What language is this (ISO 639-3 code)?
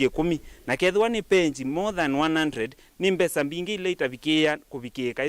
kam